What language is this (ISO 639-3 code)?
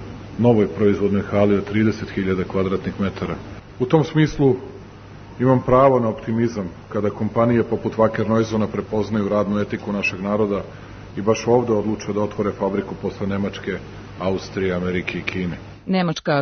srp